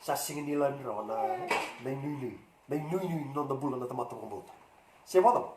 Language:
Fijian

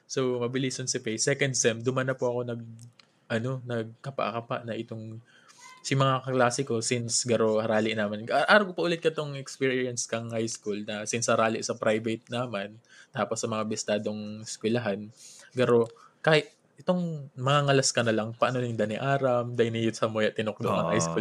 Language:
Bikol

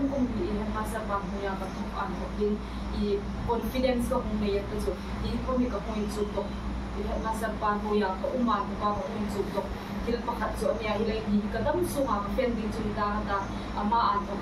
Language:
Hmar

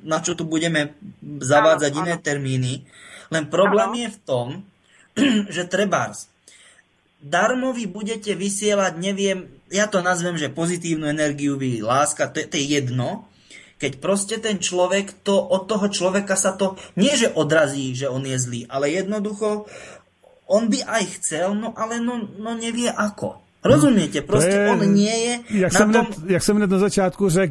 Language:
Slovak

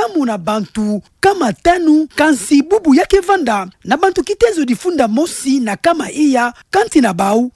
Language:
Kituba (Democratic Republic of Congo)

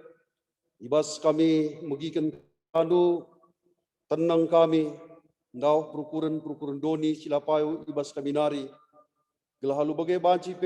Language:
Batak Karo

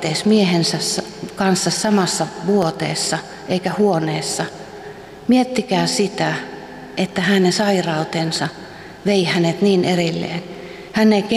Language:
Finnish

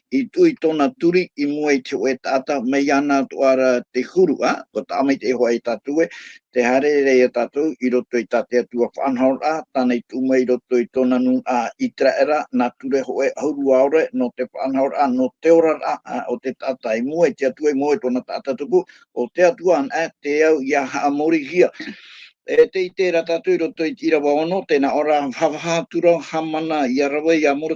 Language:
Tahitian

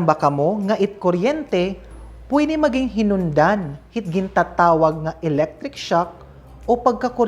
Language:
Waray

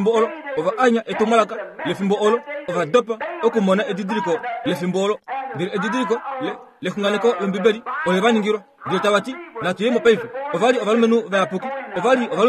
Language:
Kuanyama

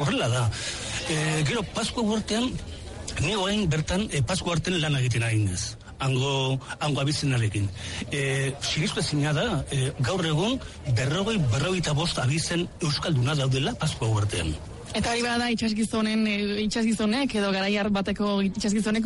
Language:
Basque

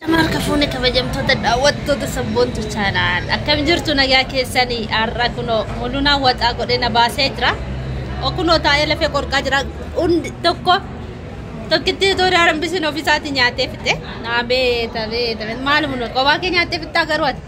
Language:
Oromo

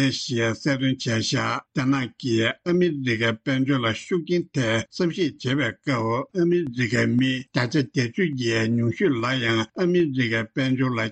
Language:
Tibetan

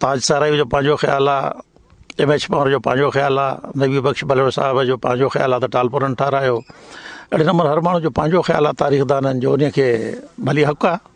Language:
Sindhi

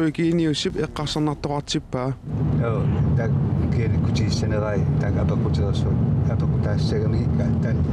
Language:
Kalaallisut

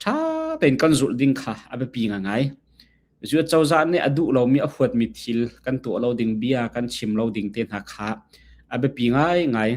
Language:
Hakha Chin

